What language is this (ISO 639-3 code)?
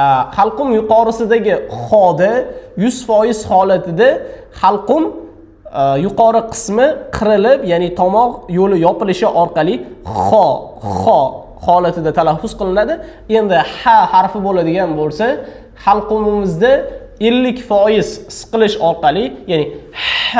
uzb